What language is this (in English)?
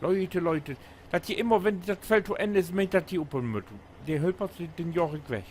Low German